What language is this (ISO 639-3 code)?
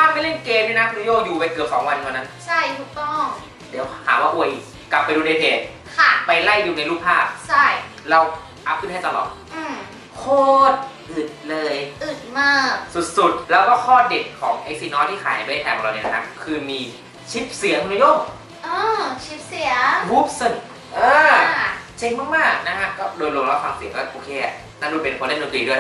tha